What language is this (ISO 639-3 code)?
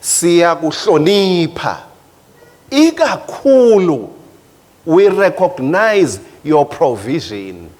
ssw